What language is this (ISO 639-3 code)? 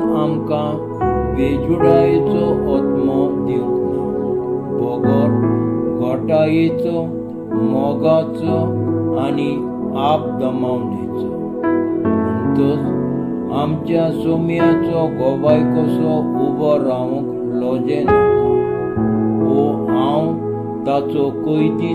kok